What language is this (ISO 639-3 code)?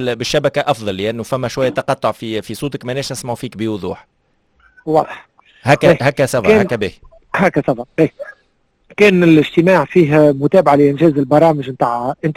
aeb